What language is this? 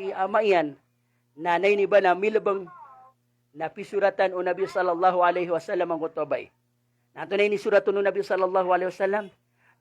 Maranao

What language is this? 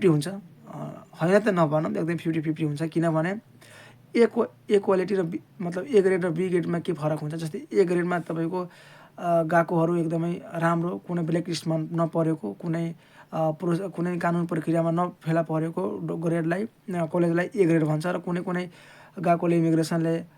Nepali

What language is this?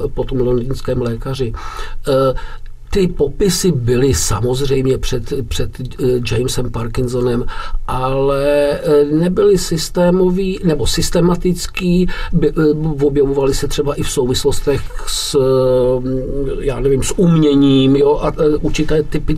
Czech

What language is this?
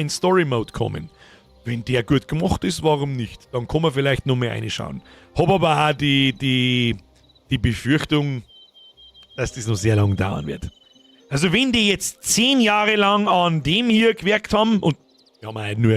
Bavarian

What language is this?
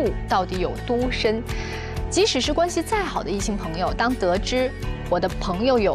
Chinese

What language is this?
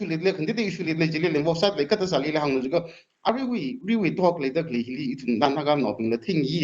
Tangkhul Naga (India)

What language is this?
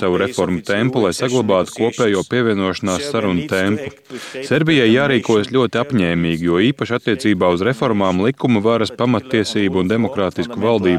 Latvian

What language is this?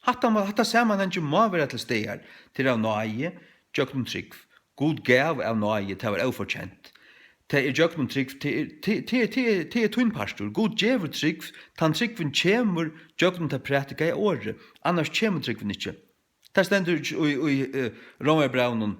Faroese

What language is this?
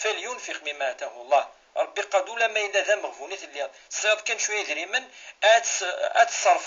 Kabyle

